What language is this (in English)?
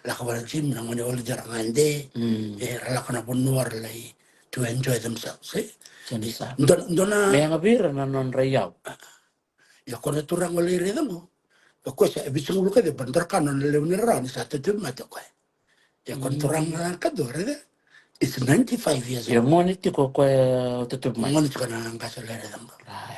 Fijian